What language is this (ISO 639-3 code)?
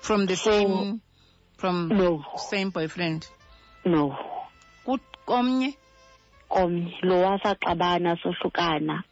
xho